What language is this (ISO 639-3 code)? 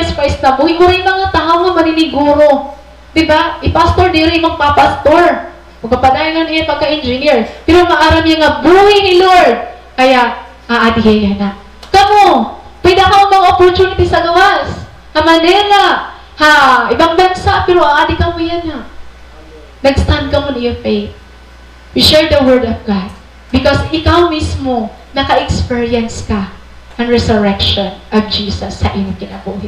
war